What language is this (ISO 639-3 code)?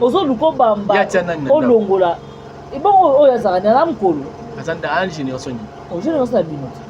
lin